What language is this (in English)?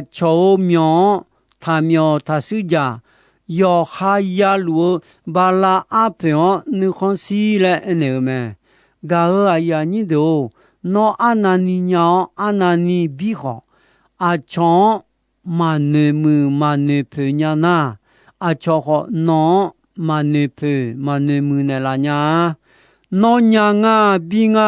Akha